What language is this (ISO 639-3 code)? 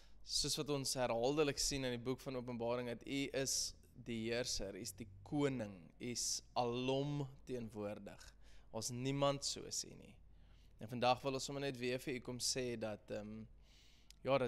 afr